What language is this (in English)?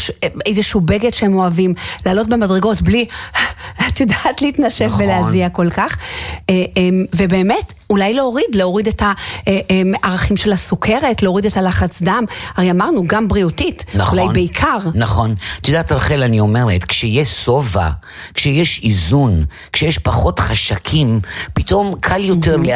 Hebrew